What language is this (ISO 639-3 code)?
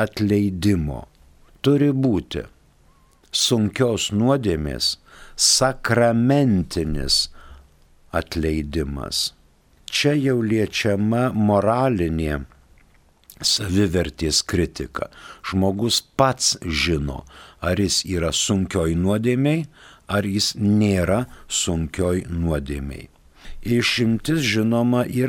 lit